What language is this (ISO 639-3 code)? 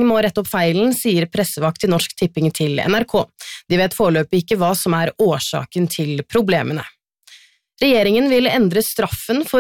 nor